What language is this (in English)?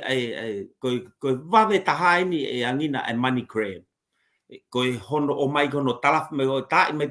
Tongan